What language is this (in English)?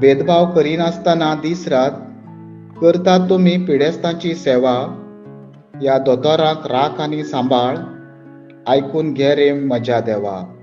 Konkani